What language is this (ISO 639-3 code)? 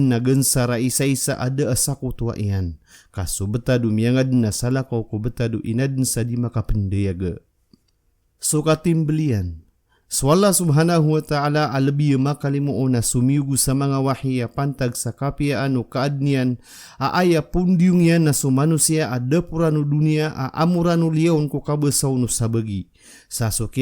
mrw